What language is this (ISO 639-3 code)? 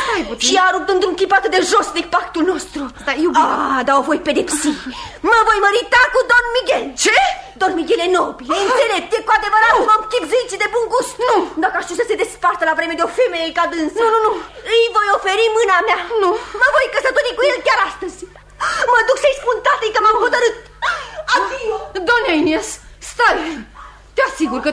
ron